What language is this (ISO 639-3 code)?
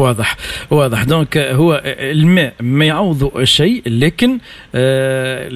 aeb